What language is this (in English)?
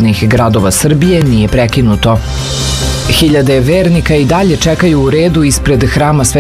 Serbian